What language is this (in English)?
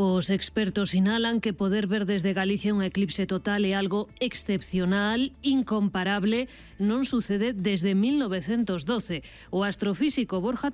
Galician